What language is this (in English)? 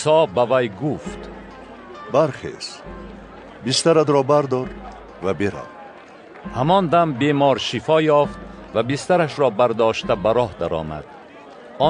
Tajik